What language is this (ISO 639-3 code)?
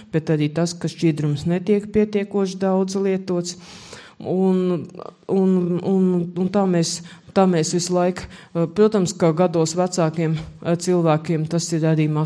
lav